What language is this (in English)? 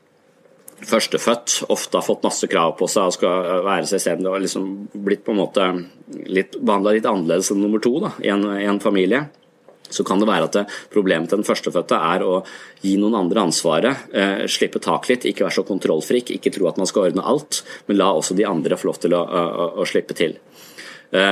Norwegian